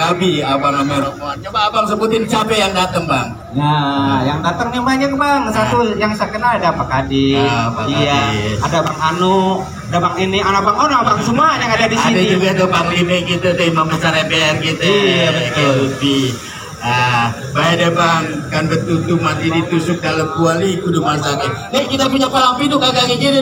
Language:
Betawi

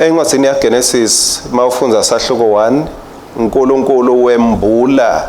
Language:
Swati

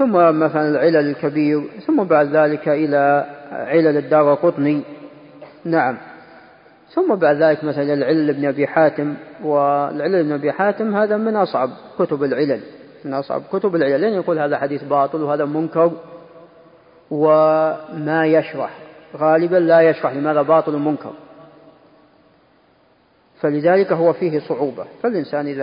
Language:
Arabic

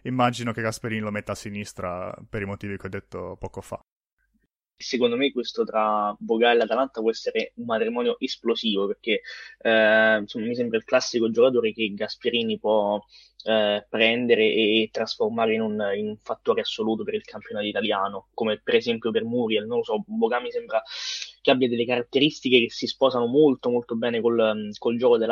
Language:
Italian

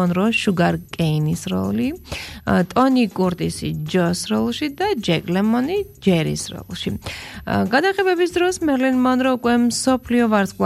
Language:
Georgian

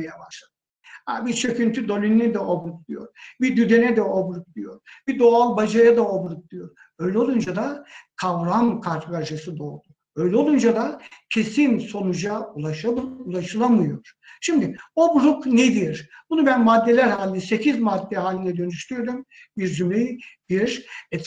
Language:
Turkish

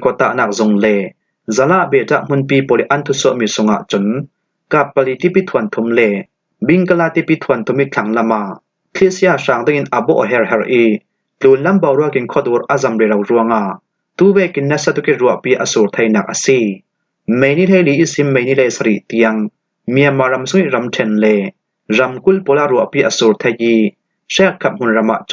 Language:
Falam Chin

